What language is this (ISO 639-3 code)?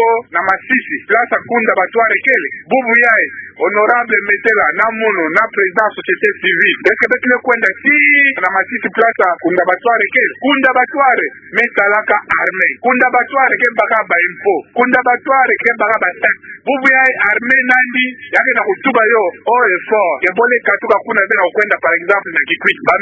ktu